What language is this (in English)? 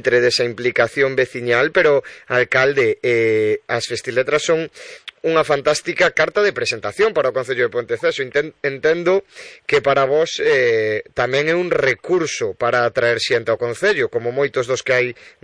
Galician